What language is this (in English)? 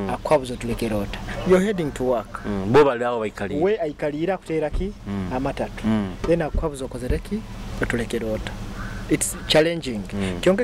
Nyoro